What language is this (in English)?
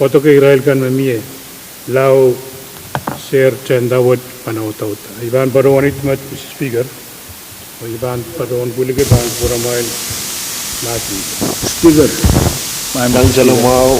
Pohnpeian